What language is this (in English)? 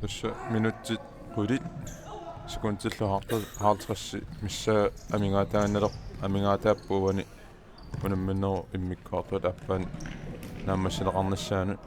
Kalaallisut